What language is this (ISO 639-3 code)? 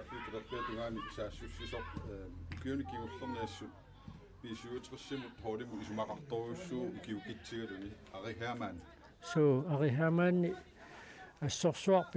kal